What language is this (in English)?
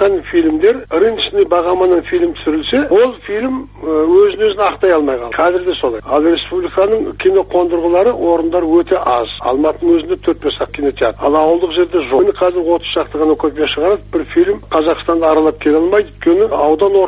Kazakh